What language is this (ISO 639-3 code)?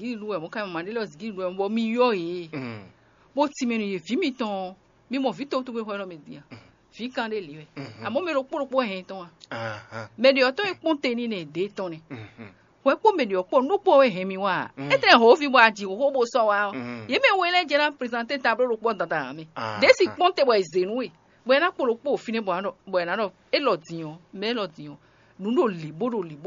fon